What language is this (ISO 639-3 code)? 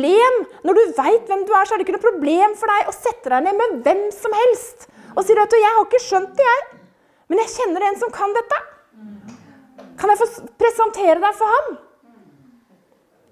nor